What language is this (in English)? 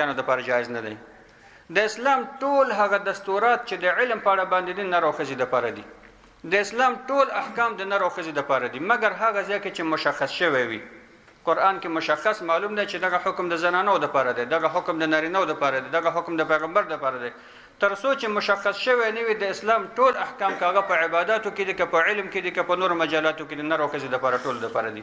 Pashto